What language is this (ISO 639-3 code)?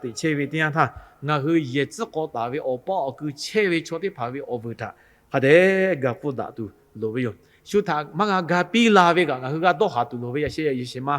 lhu